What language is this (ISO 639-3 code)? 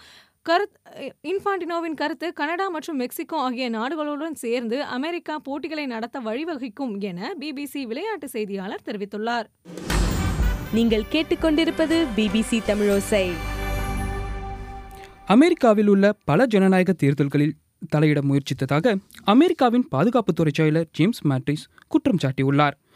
tam